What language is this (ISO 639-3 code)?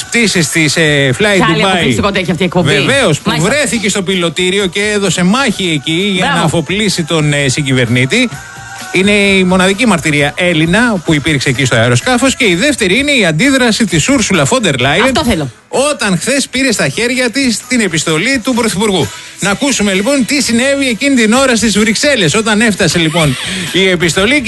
ell